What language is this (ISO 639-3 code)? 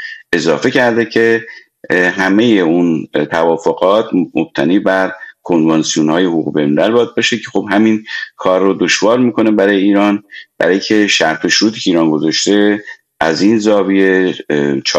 fas